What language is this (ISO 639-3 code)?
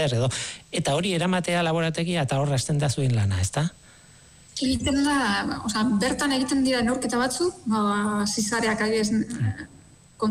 eus